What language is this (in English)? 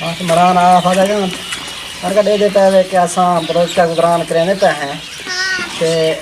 Saraiki